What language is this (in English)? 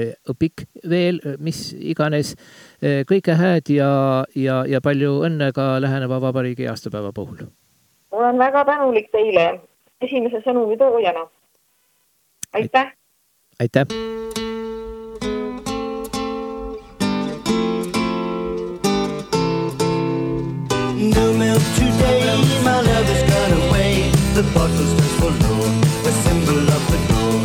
Estonian